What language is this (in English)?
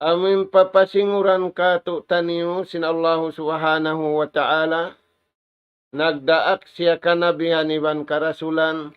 Tausug